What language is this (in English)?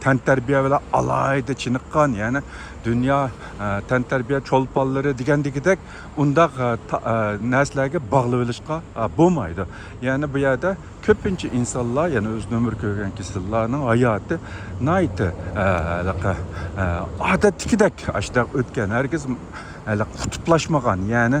Uyghur